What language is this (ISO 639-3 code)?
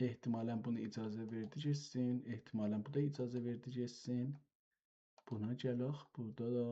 azb